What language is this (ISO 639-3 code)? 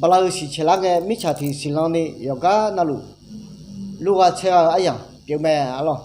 ahk